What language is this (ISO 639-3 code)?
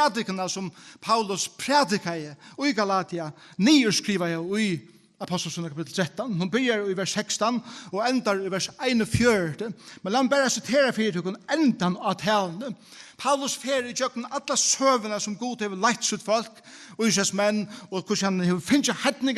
fao